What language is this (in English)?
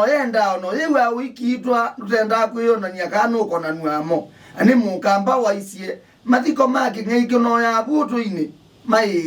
Kamba